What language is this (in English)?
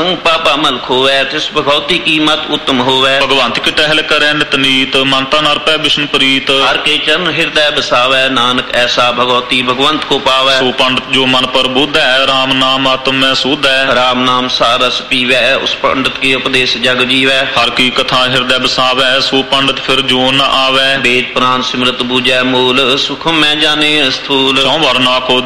Punjabi